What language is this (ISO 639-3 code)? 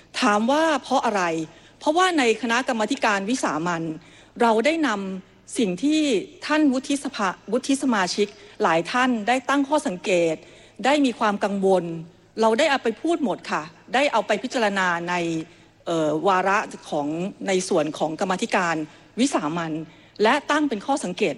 tha